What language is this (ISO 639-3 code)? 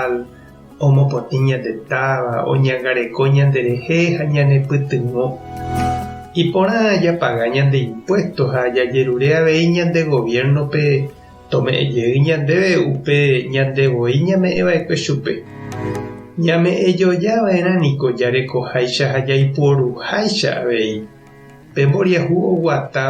grn